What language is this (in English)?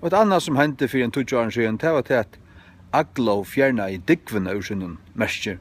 Faroese